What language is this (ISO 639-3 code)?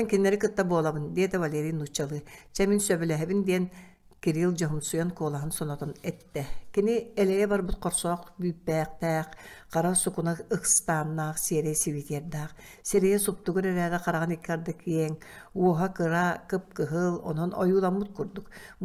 sah